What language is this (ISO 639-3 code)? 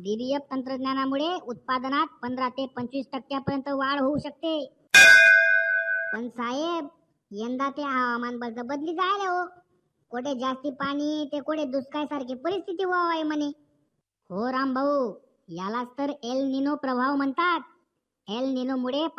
mar